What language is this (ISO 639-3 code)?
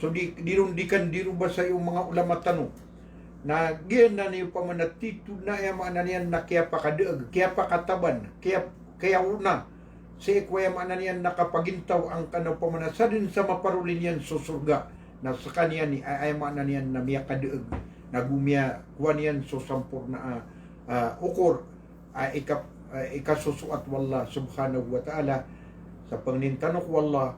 mrw